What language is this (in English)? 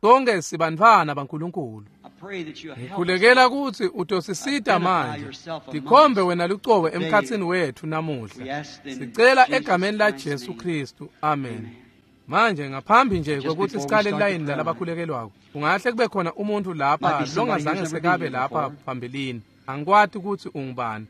Swati